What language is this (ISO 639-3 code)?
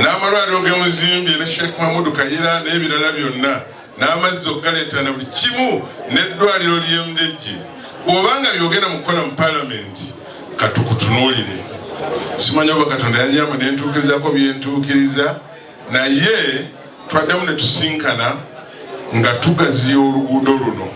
lug